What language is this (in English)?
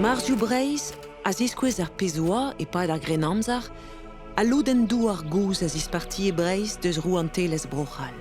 Breton